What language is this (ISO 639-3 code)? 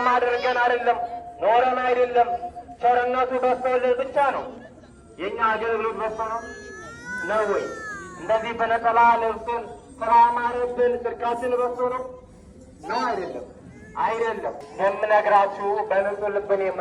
amh